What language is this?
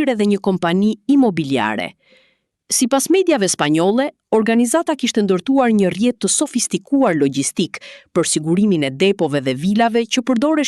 Albanian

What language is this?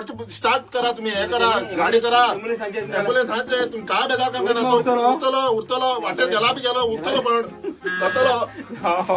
Konkani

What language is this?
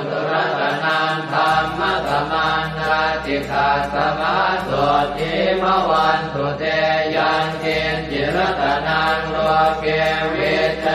Pali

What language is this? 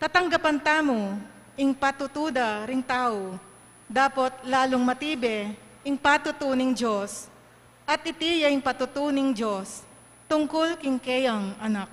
Pampanga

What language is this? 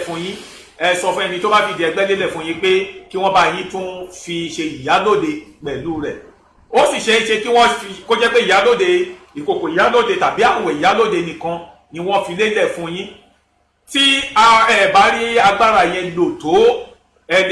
Yoruba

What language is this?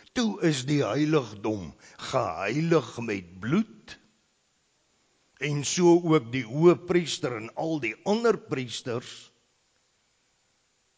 Afrikaans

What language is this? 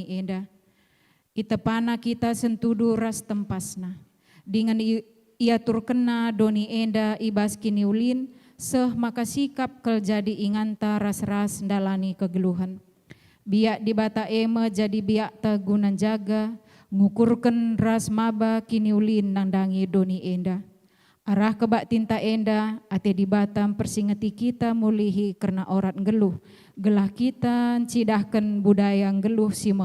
Batak Karo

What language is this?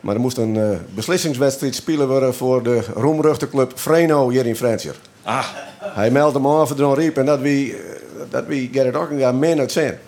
Western Frisian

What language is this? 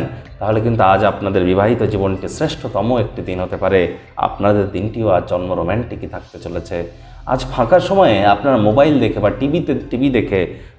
Bangla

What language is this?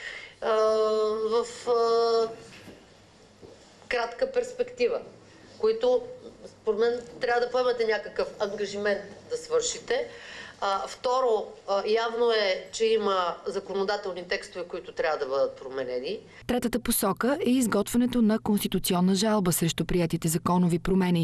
Bulgarian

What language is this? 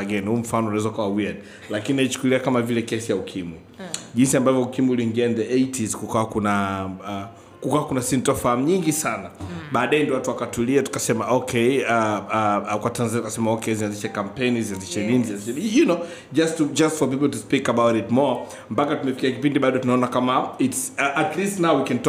Swahili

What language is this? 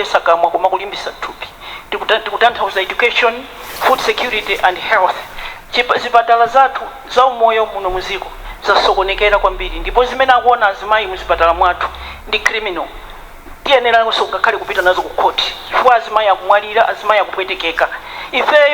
Nyanja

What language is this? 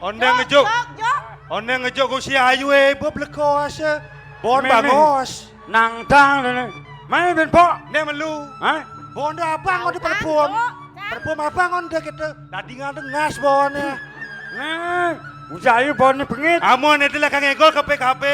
Balinese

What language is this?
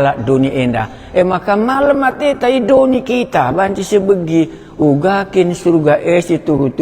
Batak Karo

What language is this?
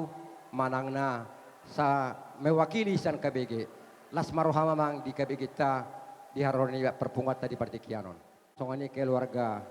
Batak Toba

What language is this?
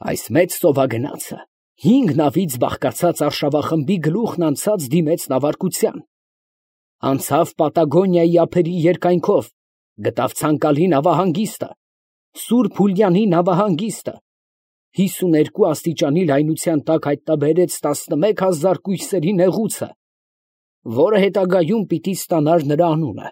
Armenian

